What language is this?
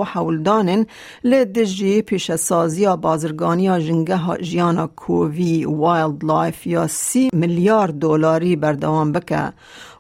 Kurdish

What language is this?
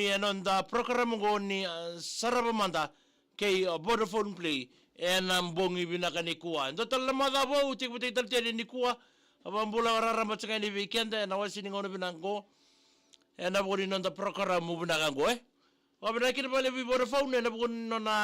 Fijian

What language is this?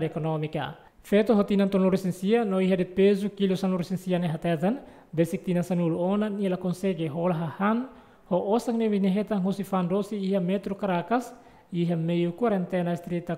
Tetum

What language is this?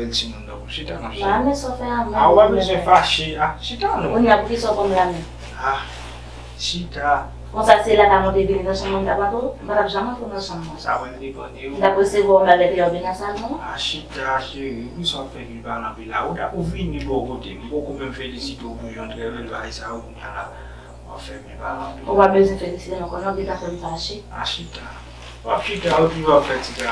Haitian Creole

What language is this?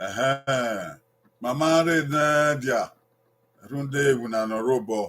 Bini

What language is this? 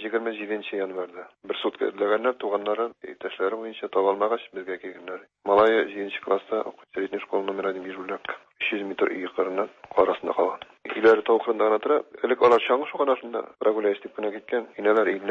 Tatar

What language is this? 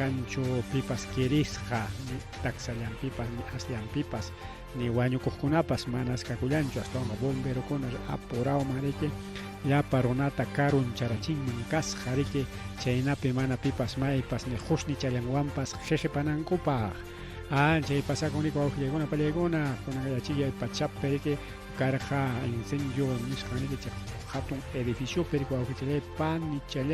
Ayacucho Quechua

